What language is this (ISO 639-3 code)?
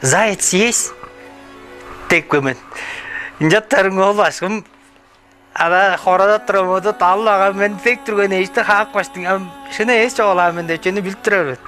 tyv